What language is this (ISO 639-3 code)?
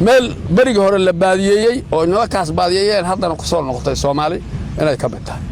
som